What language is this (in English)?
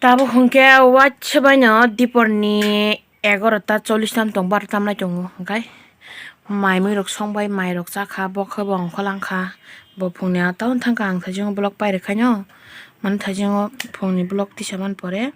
Kok Borok